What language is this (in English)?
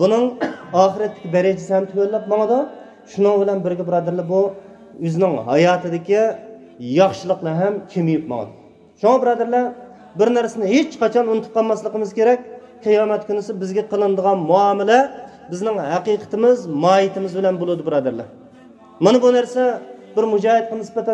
Uyghur